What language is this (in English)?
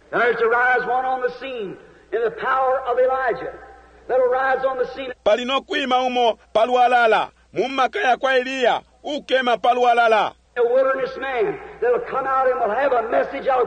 Bemba